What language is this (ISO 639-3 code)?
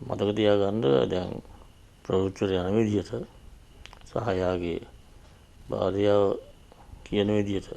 sin